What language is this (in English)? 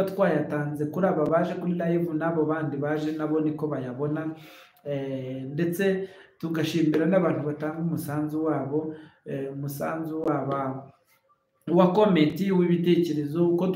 Kinyarwanda